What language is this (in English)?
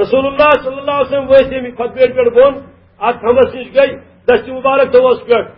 Kashmiri